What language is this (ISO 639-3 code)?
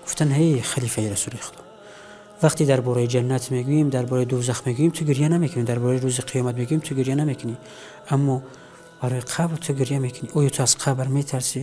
tgk